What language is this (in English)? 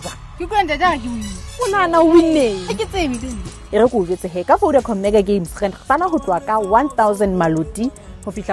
Southern Sotho